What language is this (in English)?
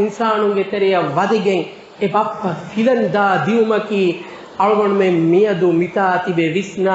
Divehi